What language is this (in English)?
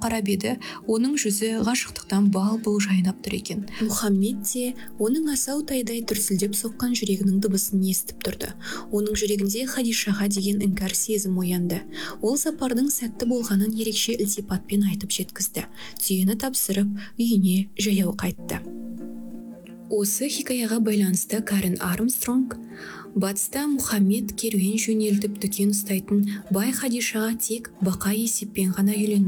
Kazakh